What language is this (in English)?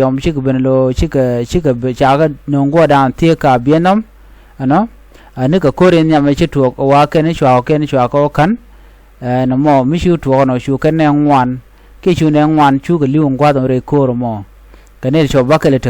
Nuer